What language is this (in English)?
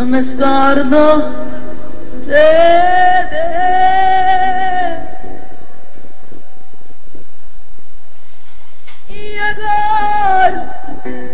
Italian